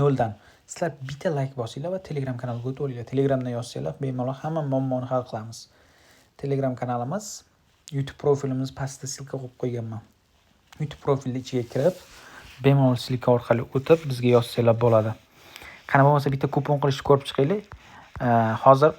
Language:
Uzbek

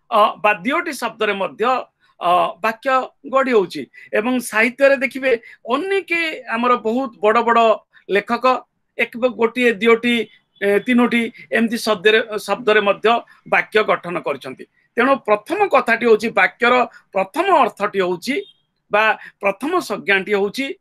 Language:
Odia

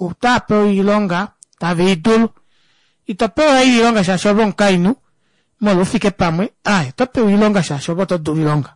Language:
Kuanyama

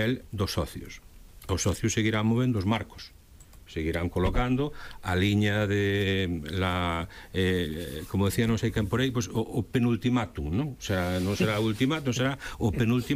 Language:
Galician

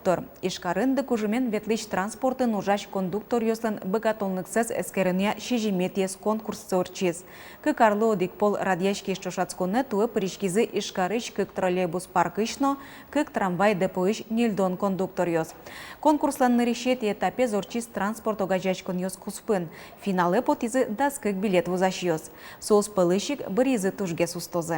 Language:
Udmurt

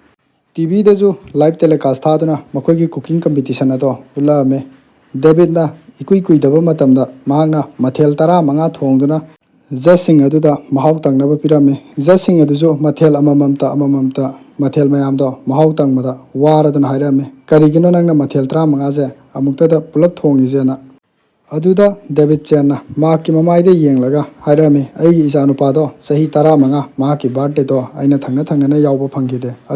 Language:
Manipuri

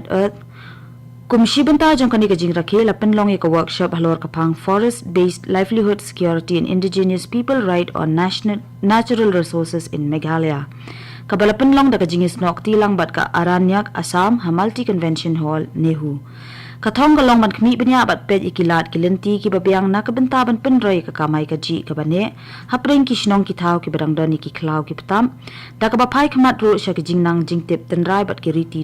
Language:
Khasi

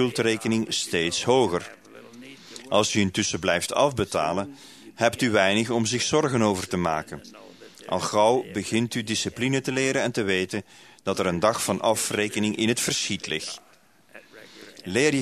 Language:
Dutch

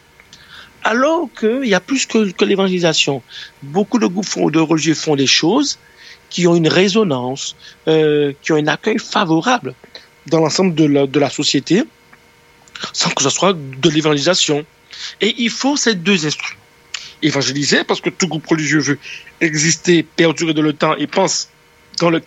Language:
French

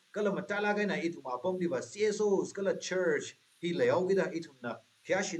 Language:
Tangkhul Naga (India)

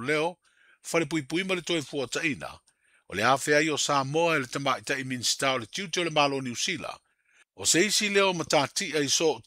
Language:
Samoan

